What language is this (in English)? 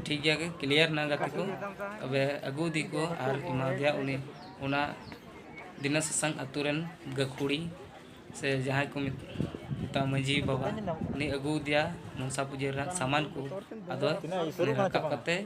Santali